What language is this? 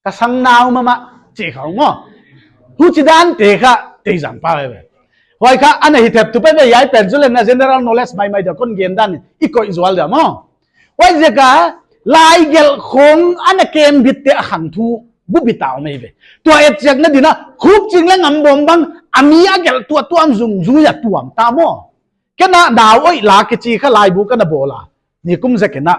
Paite Chin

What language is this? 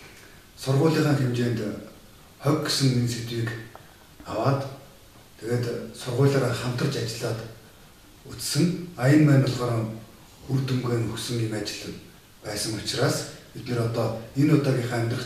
Mongolian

